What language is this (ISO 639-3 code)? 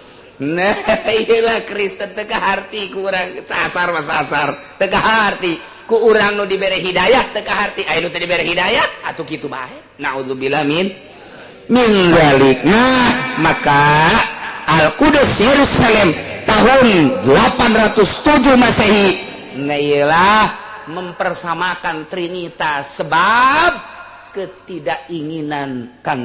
sun